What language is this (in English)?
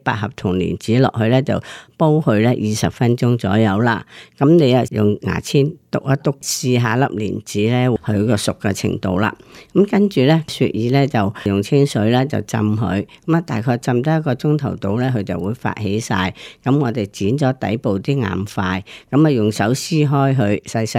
Cantonese